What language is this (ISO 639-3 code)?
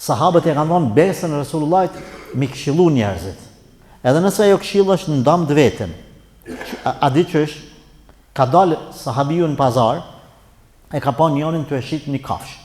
sqi